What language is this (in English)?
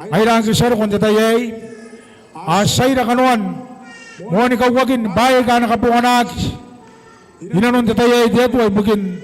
Gilbertese